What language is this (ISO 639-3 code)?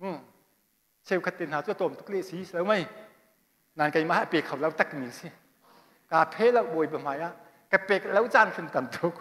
cnh